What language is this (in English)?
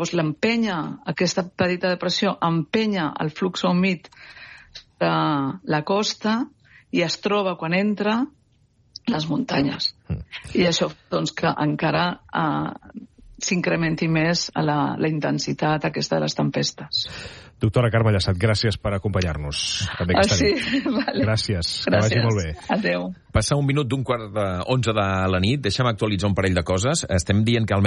Catalan